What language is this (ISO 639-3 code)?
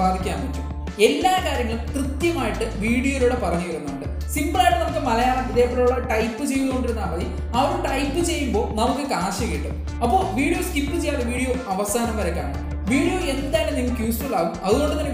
mal